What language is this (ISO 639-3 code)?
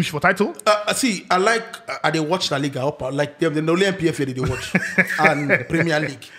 pcm